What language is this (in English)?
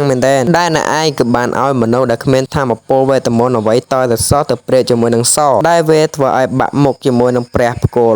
Khmer